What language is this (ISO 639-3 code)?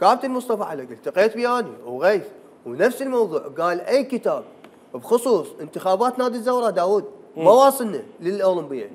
acm